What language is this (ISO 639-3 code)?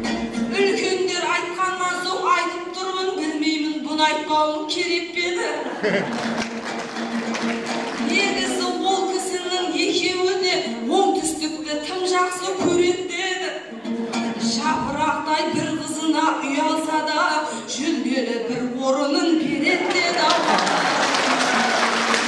kaz